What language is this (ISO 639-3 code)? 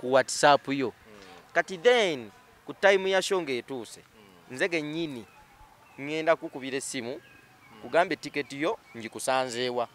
lug